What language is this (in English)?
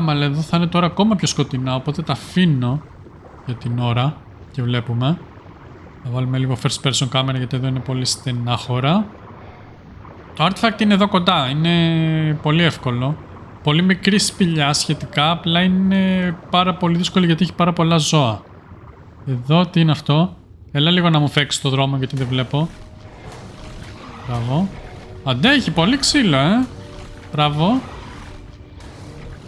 Greek